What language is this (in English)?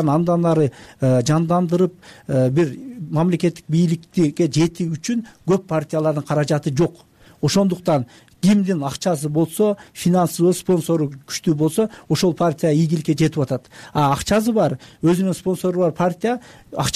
Kyrgyz